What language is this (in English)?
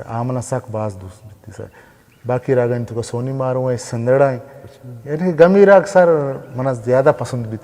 Baluchi